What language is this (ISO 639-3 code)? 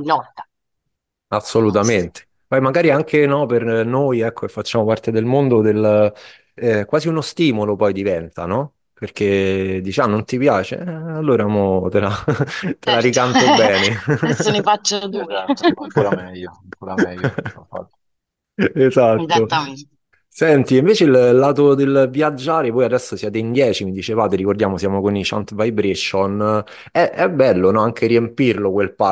ita